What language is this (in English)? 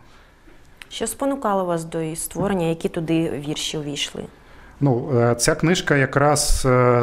Ukrainian